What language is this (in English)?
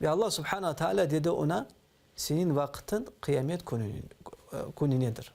Crimean Tatar